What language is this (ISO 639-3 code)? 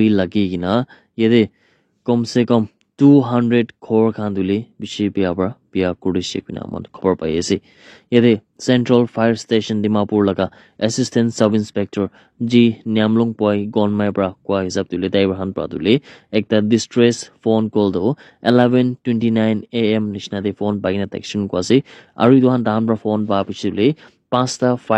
nag